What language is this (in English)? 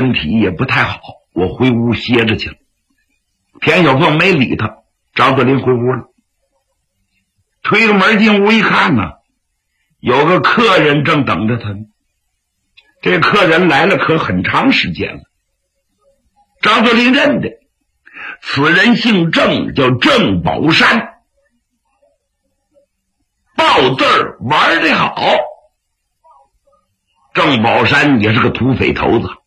Chinese